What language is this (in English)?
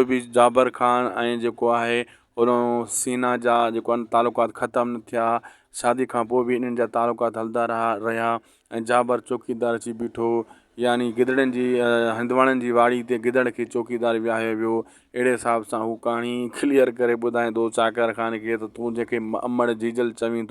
Sindhi